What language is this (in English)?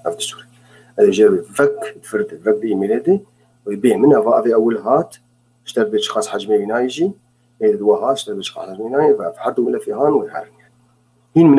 Kurdish